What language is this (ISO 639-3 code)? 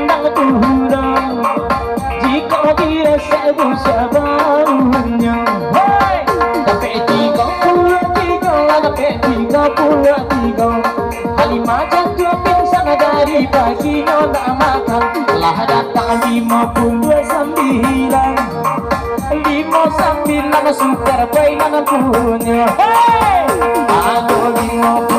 min